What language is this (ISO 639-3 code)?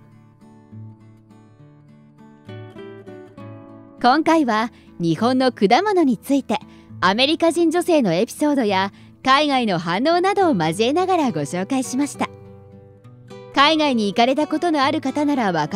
jpn